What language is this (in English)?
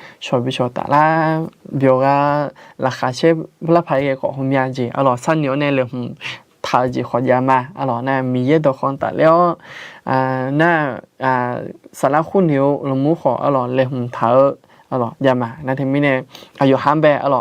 Akha